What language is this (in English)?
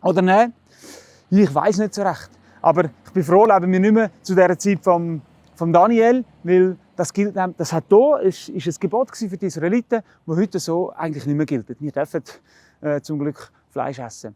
Swiss German